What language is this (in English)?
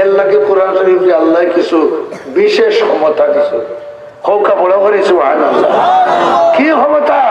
Sylheti